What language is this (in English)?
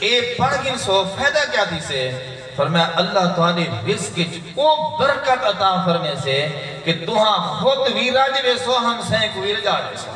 Saraiki